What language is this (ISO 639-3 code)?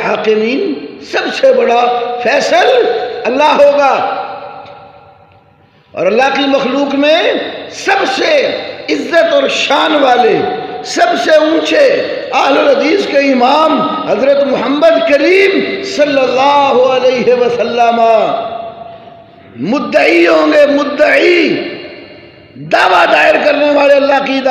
urd